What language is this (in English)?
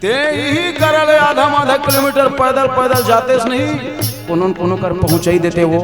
Chhattisgarhi